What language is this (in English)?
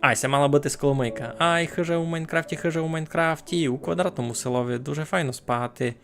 Rusyn